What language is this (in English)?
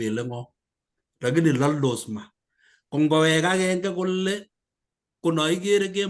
Kalenjin